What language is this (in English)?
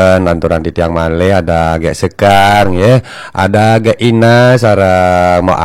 Balinese